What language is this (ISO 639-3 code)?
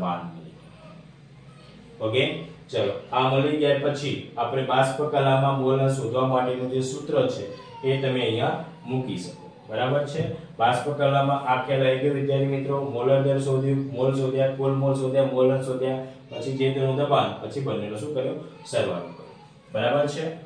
guj